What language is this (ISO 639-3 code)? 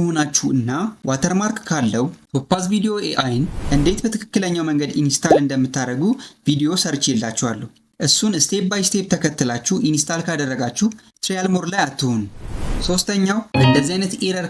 amh